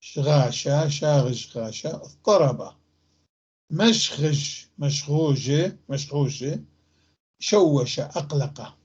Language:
North Levantine Arabic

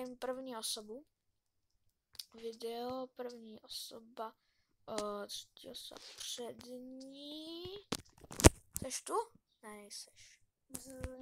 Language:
Czech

